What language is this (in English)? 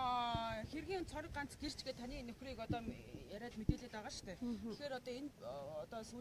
Mongolian